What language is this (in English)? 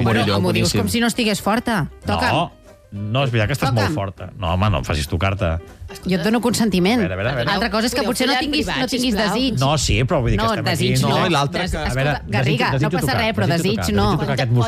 Catalan